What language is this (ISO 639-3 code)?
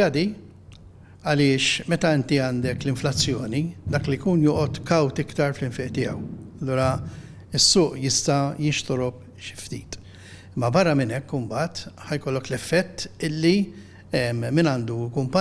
mlt